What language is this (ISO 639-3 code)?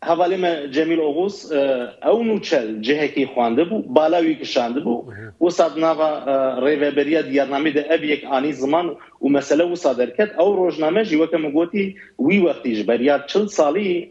kur